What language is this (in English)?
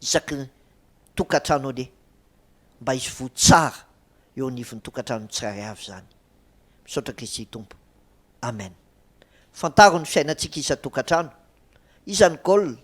Malagasy